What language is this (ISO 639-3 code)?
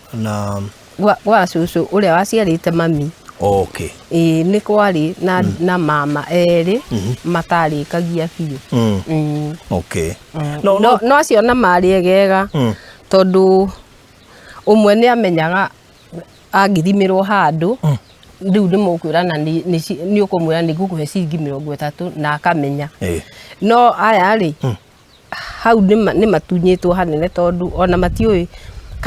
kik